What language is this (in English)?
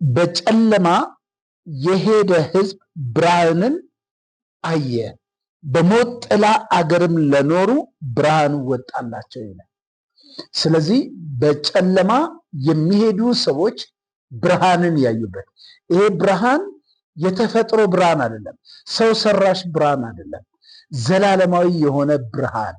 Amharic